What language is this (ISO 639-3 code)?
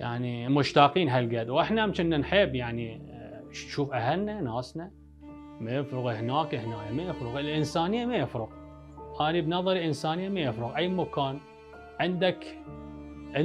acm